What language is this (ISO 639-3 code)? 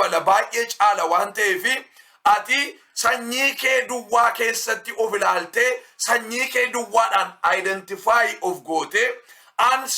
orm